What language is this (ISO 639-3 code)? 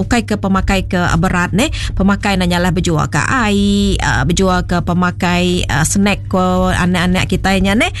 iba